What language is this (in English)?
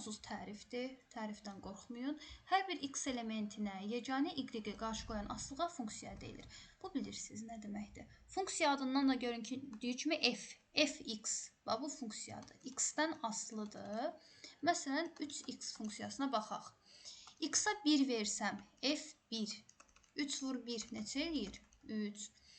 Azerbaijani